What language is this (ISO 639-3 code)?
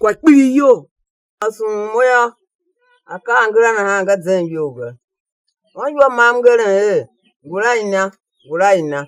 tiv